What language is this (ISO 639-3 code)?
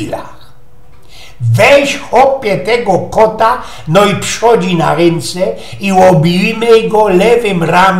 szl